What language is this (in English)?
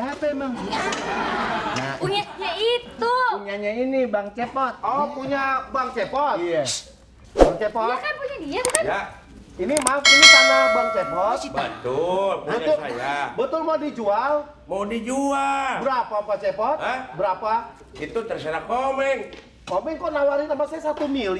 Betawi